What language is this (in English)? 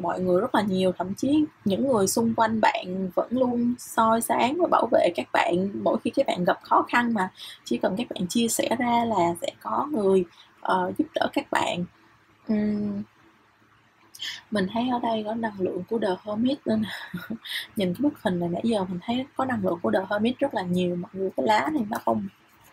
Vietnamese